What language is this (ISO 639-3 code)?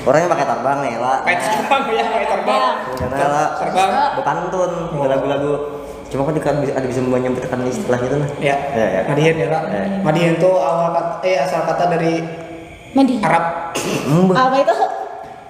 bjn